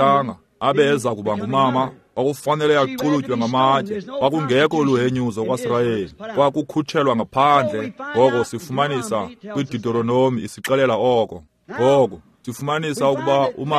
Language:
Xhosa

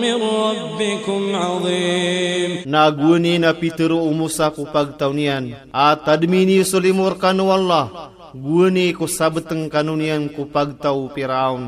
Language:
Maranao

